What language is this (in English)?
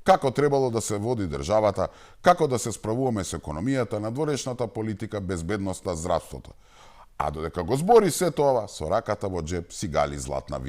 Macedonian